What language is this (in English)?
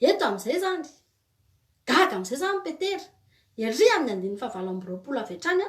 Malagasy